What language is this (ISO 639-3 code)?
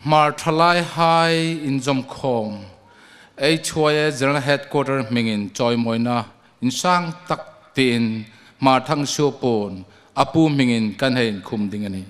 hmr